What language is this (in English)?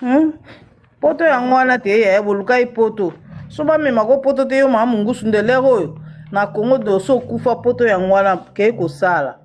Lingala